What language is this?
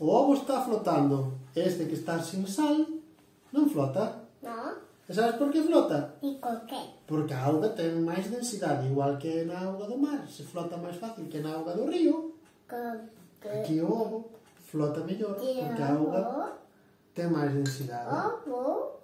Galician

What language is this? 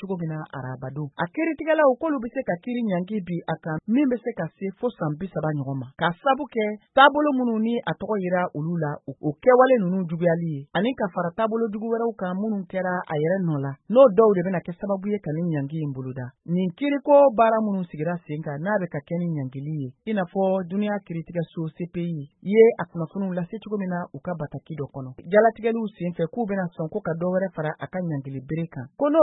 Bambara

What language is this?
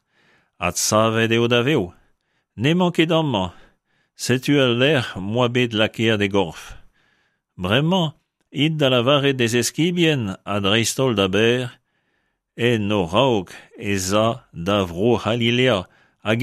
Breton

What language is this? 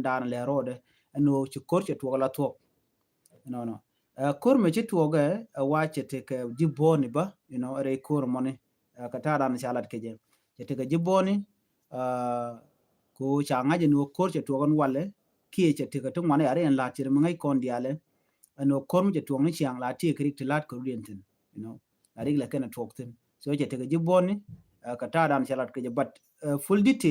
Nuer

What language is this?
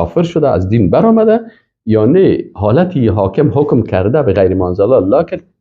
Persian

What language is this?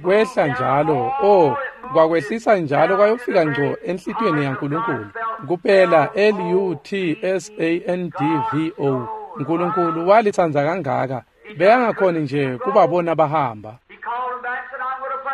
Swati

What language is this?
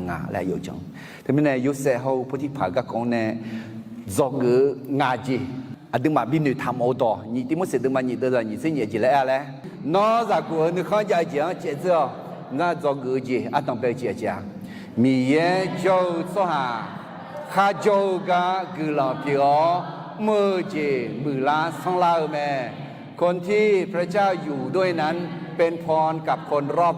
Akha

